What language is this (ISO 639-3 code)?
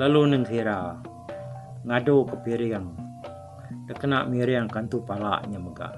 iba